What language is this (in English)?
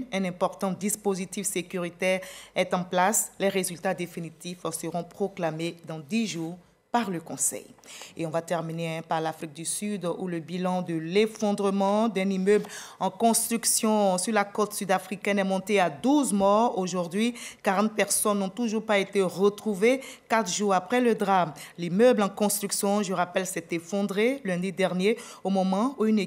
French